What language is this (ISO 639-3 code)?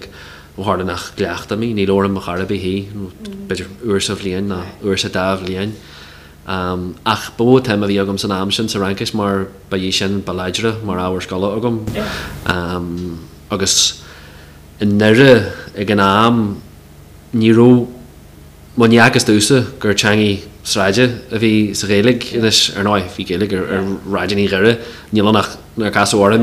gle